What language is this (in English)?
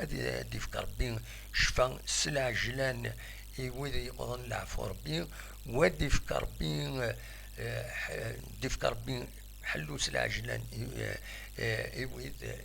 Kabyle